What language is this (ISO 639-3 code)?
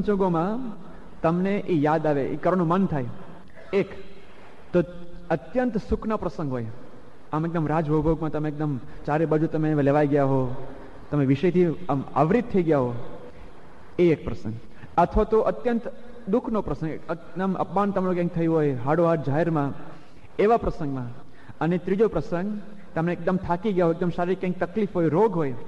guj